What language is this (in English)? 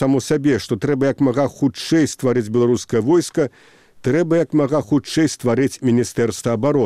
Belarusian